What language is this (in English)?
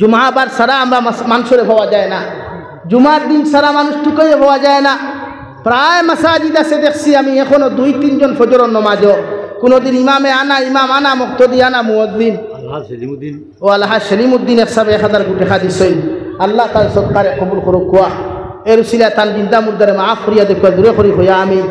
Sylheti